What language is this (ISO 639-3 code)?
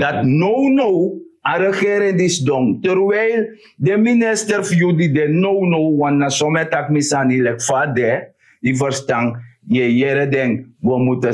srn